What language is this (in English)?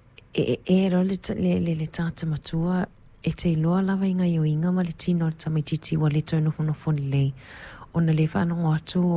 Samoan